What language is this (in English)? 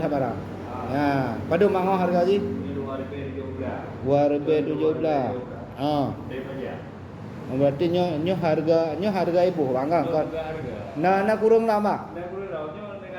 Achinese